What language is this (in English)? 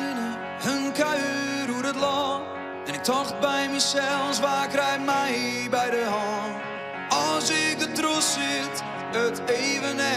Western Frisian